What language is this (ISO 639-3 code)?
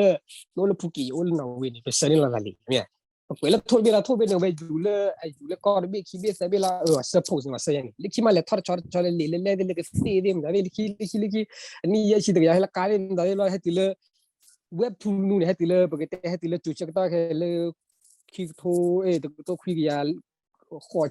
ksw